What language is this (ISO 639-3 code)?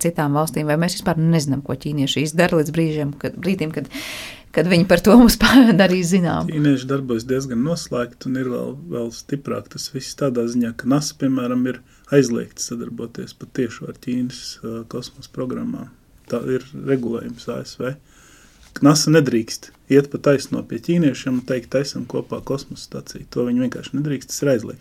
lav